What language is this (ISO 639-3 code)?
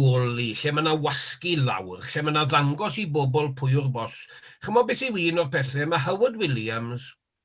cym